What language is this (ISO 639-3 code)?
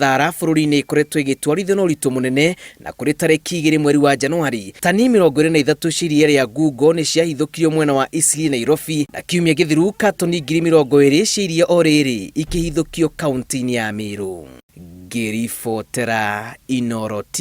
kik